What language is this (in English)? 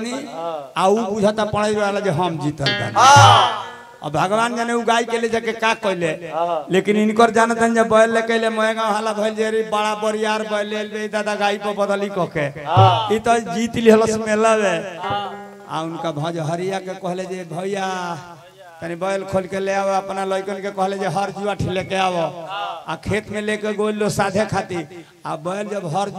Bhojpuri